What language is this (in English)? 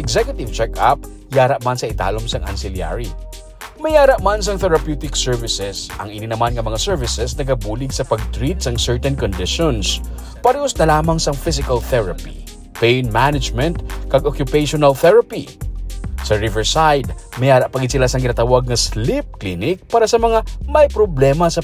Hiligaynon